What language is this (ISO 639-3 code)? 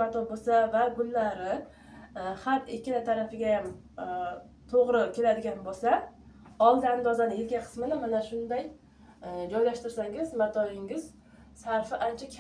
uzb